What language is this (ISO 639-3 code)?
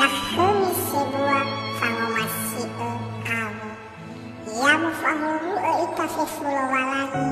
nia